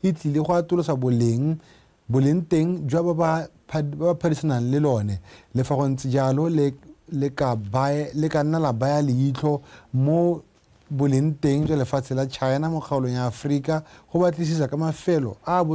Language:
Tswana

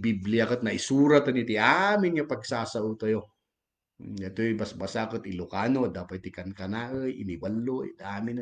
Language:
Iloko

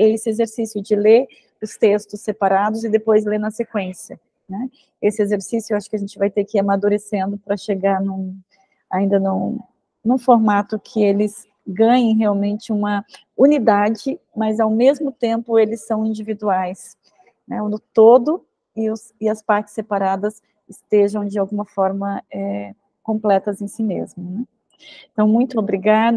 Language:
Portuguese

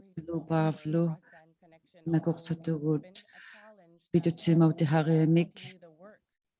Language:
Inuktitut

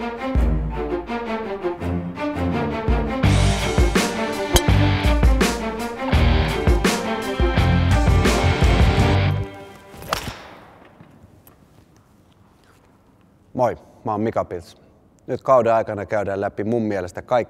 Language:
Finnish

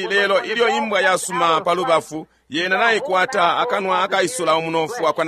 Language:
Bemba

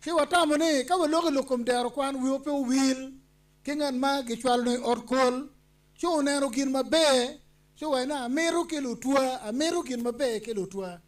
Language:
Acoli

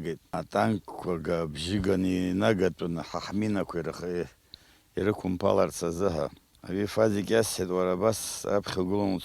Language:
Abkhazian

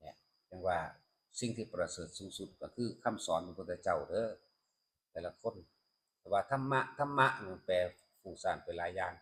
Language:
Northeastern Thai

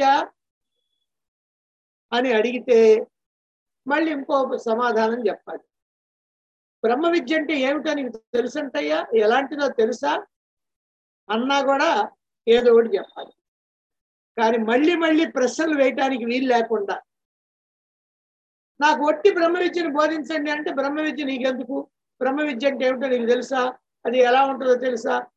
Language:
Telugu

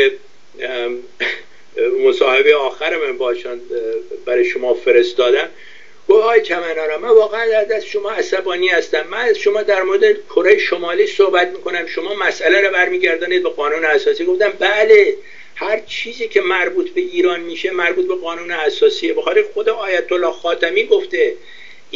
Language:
Persian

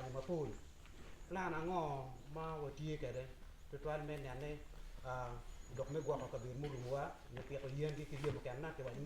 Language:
Acoli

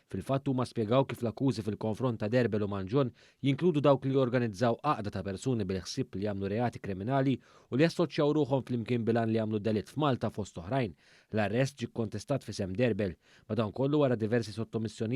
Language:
Maltese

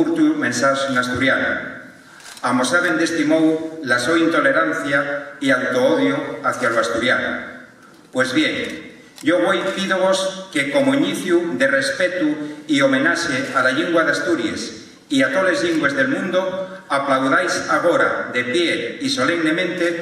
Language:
Asturian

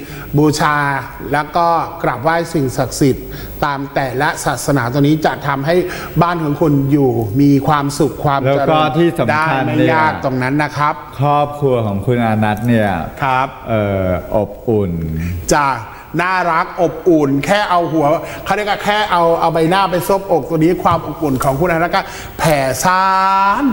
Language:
Thai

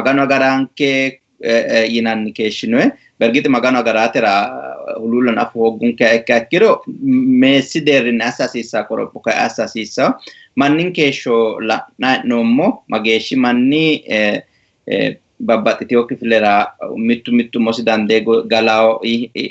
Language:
Sidamo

